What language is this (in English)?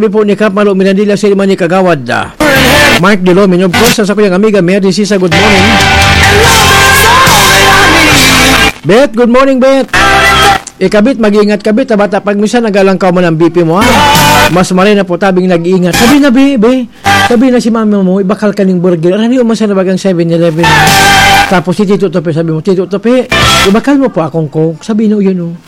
Filipino